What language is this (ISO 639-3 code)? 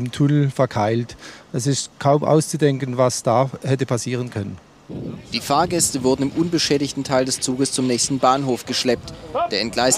deu